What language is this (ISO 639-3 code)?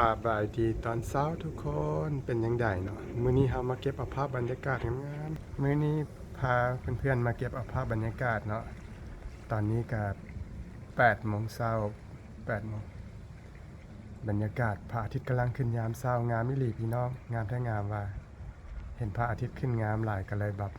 lao